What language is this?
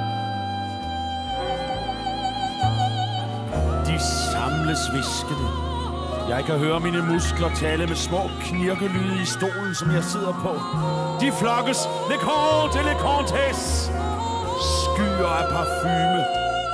Danish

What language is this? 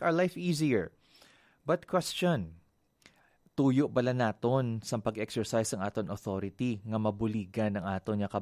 Hiligaynon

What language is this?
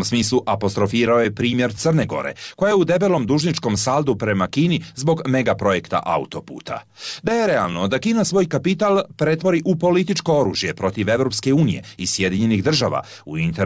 Bosnian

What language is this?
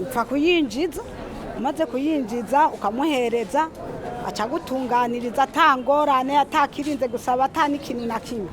Rundi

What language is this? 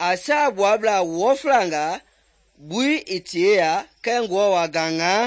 Mende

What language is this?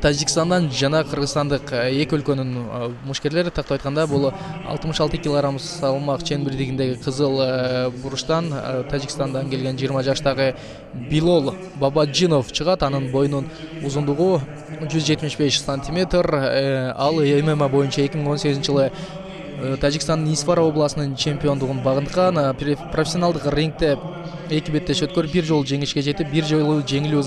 Kyrgyz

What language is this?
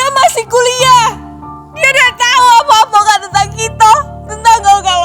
Musi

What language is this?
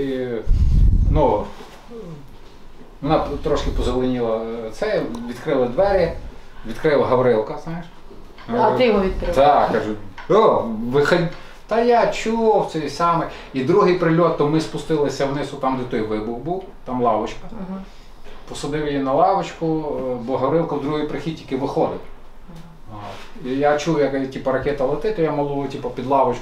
Ukrainian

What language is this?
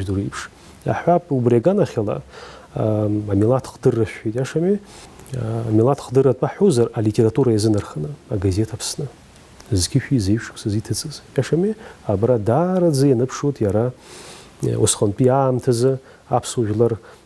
Abkhazian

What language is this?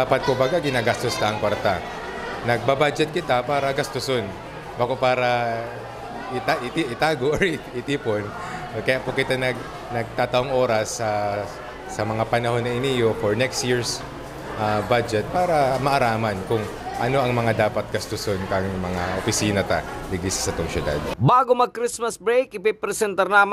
Bikol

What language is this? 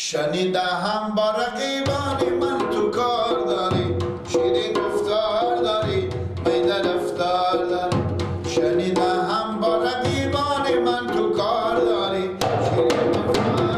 Persian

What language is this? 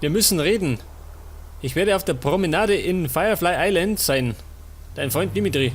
Bavarian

